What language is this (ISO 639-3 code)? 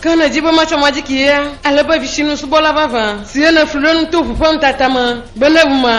ewe